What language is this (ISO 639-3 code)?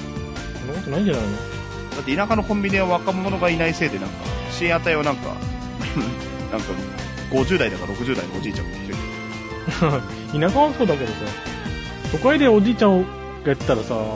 jpn